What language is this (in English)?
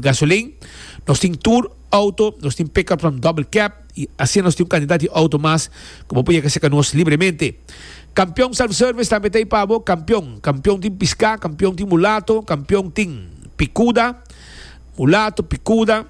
Papiamento